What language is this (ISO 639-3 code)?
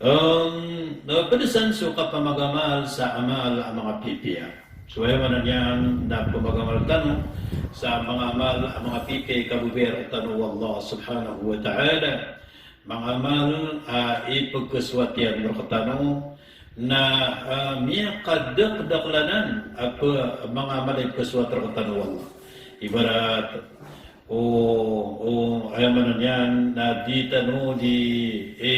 mrw